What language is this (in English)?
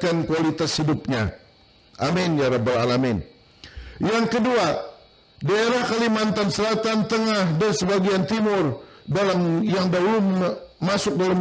Banjar